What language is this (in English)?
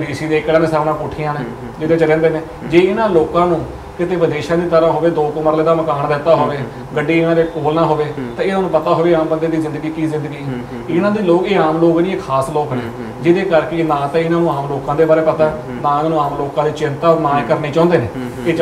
Punjabi